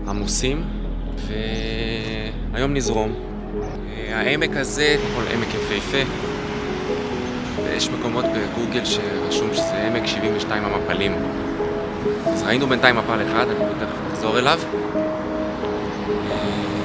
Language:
Hebrew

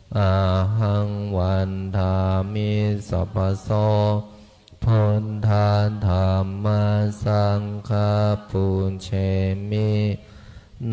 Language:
Pali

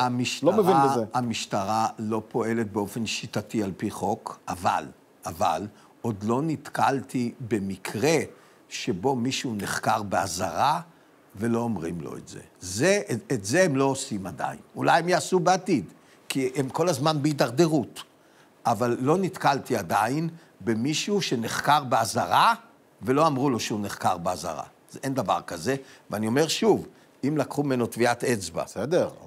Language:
Hebrew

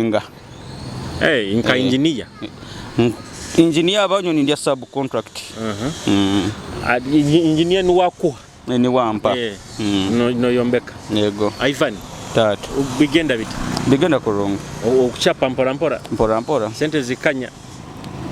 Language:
Nyoro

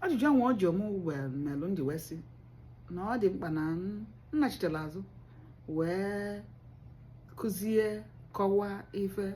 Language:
Igbo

